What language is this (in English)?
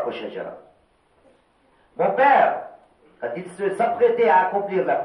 French